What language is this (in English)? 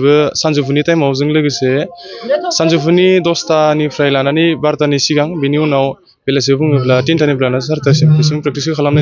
Bodo